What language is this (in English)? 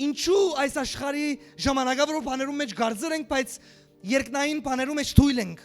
Western Armenian